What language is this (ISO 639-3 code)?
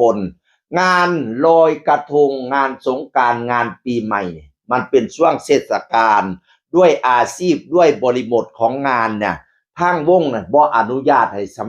tts